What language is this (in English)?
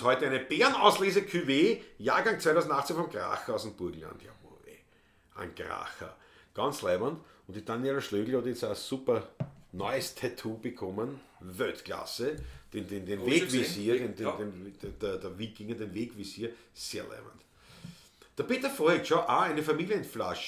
Bavarian